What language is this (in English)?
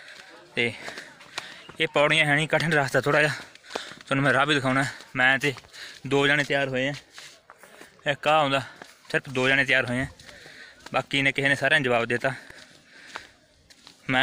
Punjabi